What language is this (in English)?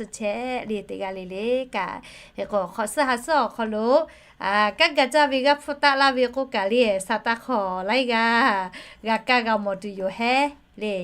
Lahu